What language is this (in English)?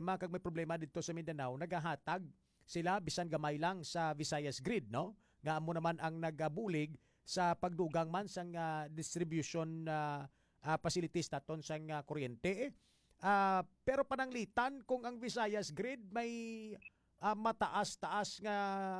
Hiligaynon